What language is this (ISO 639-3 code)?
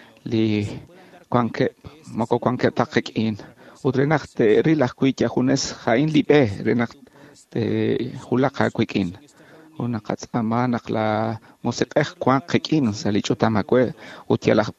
kek